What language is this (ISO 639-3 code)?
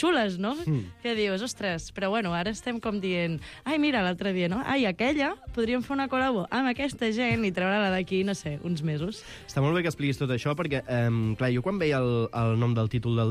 cat